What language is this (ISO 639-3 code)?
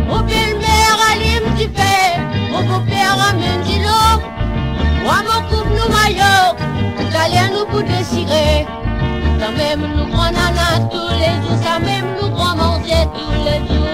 mfe